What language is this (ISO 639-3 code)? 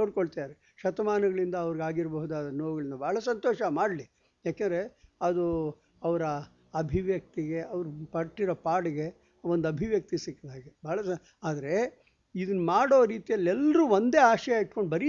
kan